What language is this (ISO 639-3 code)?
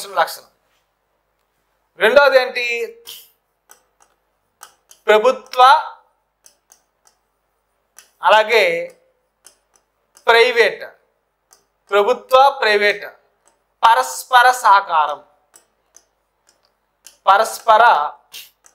tel